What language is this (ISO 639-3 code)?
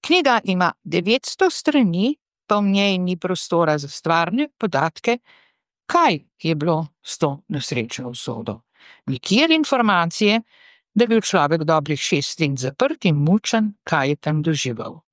slv